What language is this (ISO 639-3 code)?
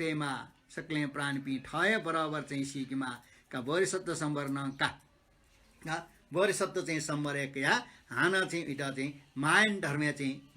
new